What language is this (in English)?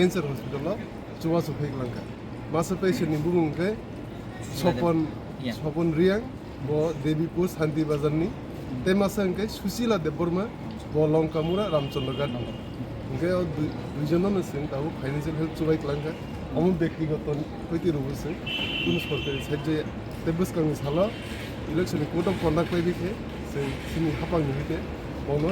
Kok Borok